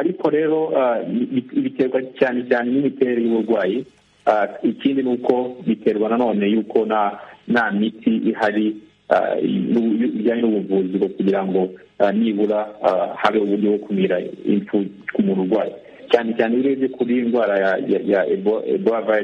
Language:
Kinyarwanda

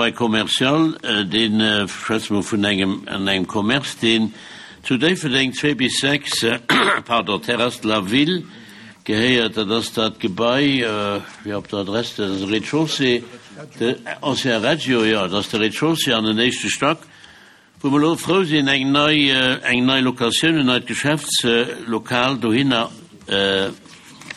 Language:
Luxembourgish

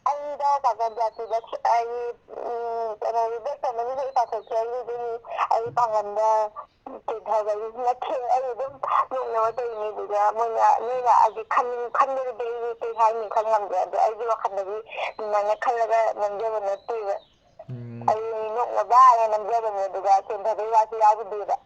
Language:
Manipuri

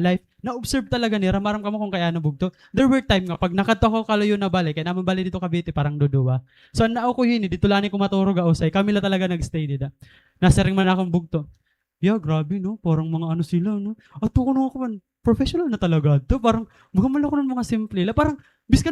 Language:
Waray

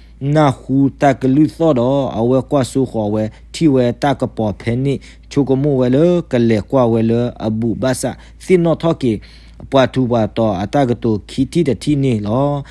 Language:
S'gaw Karen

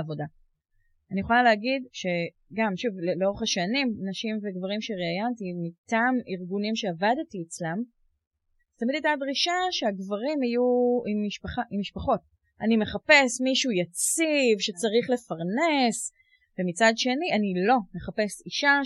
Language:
Hebrew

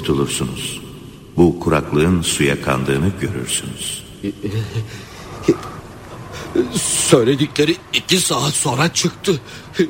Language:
Turkish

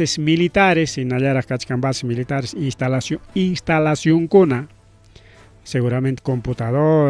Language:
Ayacucho Quechua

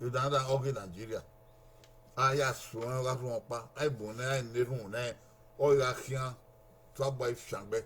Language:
Bini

